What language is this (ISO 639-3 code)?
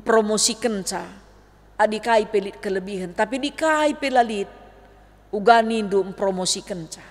btx